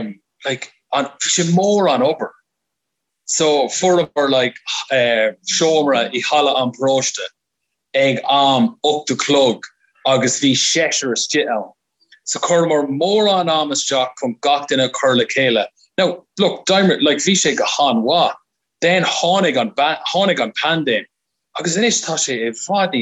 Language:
Irish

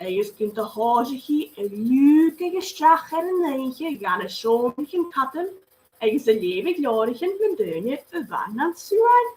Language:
Scottish Gaelic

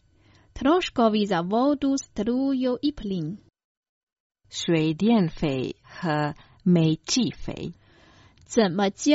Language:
Croatian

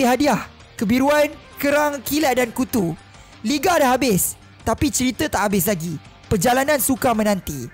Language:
Malay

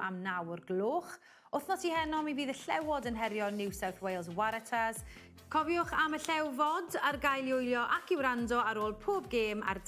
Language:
Welsh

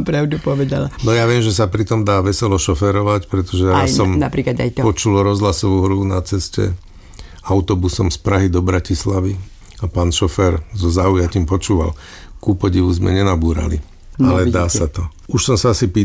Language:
Slovak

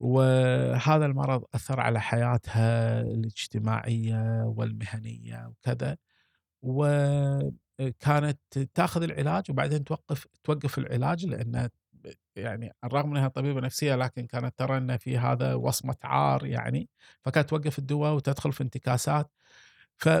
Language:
Gulf Arabic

